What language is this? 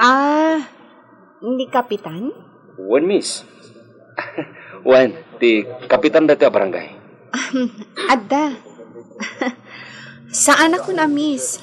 Iloko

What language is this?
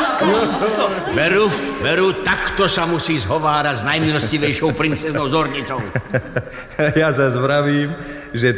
Slovak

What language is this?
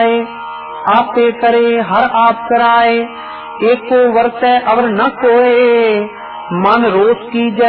Punjabi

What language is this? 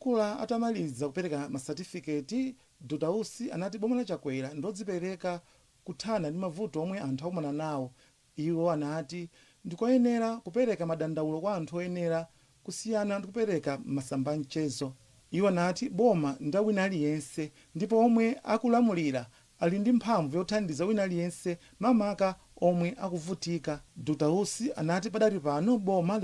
Nyanja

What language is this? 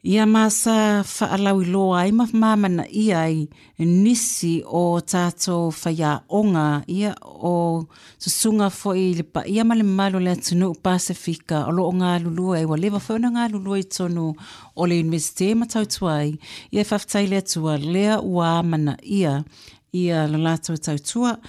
Samoan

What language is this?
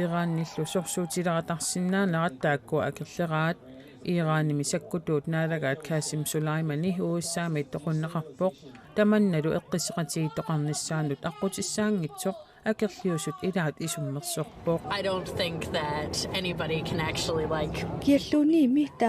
Kalaallisut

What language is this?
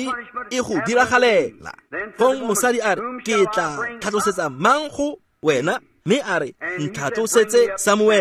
Tswana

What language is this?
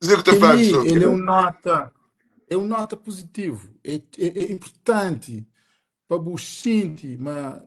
Kabuverdianu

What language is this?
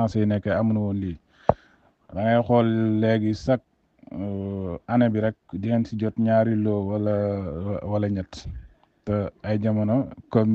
Wolof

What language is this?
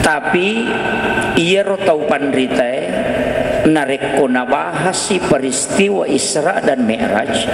Buginese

